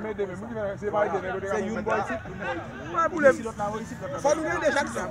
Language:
Haitian Creole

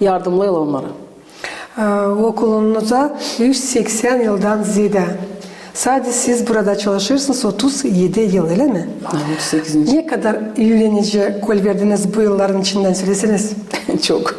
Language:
Gagauz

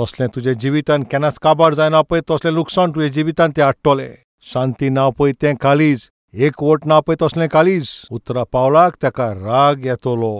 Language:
Konkani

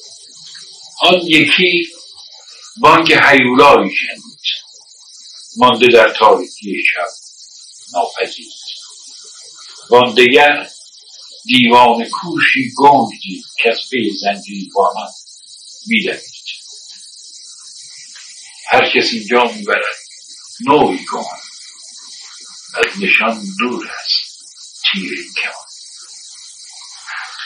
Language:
Persian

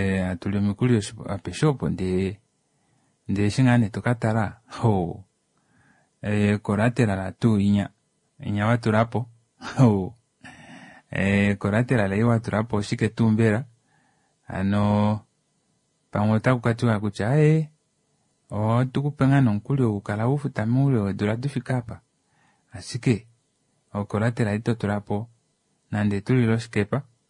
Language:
Kuanyama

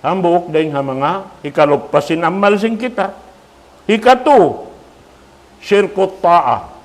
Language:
Tausug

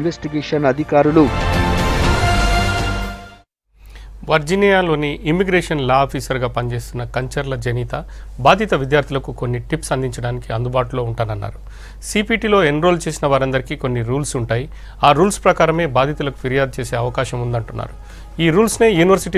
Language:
Telugu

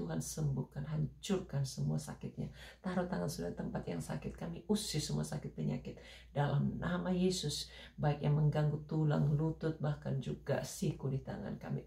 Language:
Indonesian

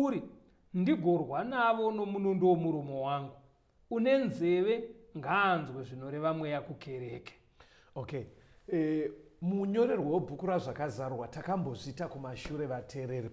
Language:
Shona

